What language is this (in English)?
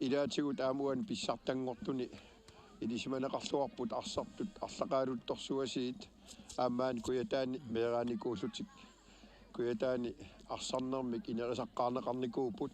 Kalaallisut